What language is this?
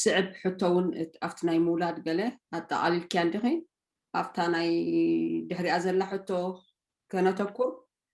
Tigrinya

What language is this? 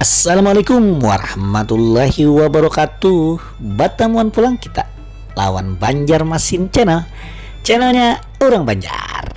Banjar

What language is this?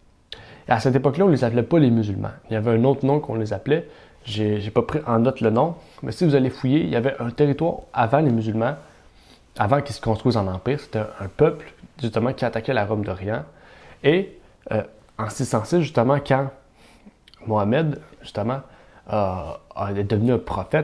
French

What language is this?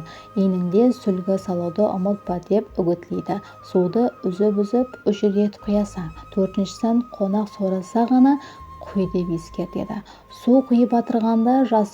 Kara-Kalpak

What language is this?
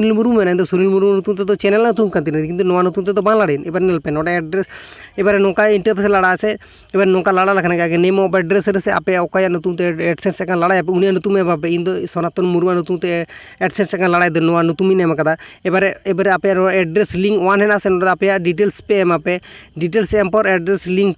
Santali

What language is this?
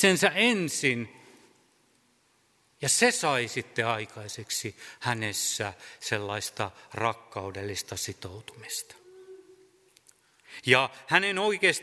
Finnish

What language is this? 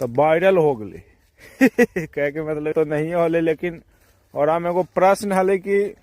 Magahi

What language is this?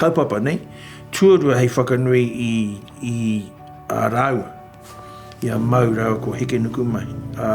Māori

